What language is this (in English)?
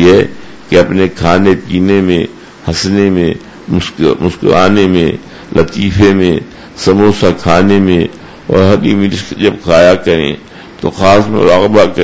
Urdu